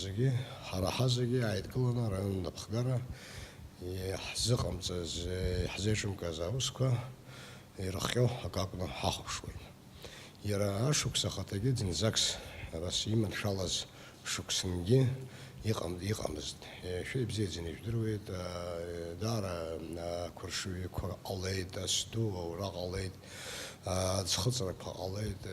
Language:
Abkhazian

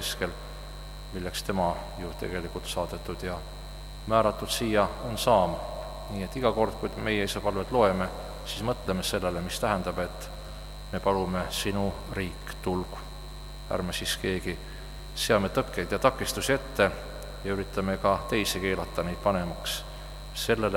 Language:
Estonian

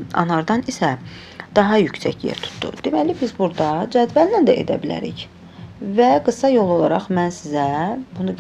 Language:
Azerbaijani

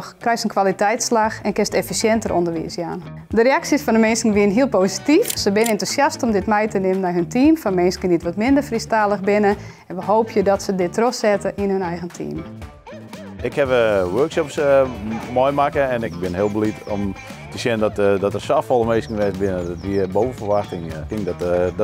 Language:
Western Frisian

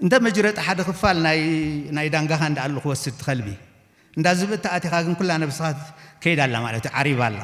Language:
Tigrinya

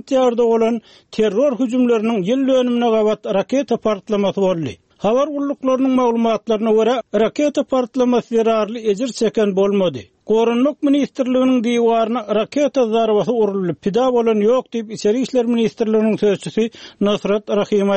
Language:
Turkmen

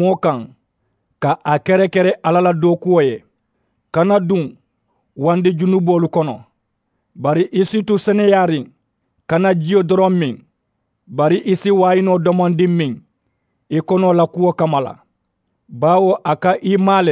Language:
Mandingo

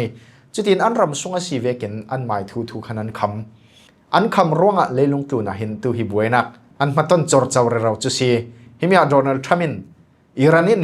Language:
Falam Chin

